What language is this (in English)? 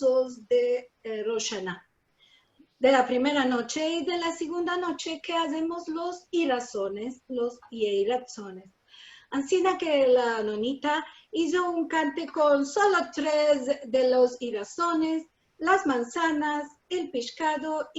Ladino